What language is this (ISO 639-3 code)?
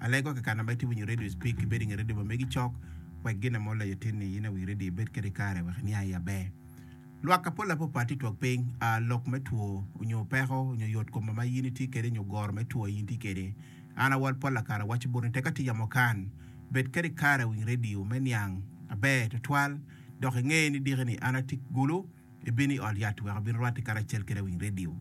ach